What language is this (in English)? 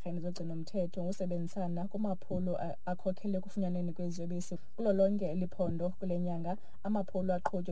Xhosa